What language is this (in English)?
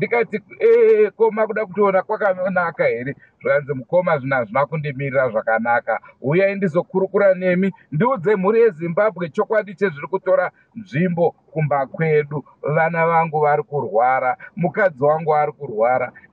Shona